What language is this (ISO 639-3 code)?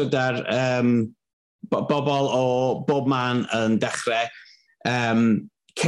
cym